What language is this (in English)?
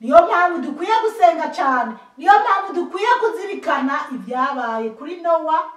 Rundi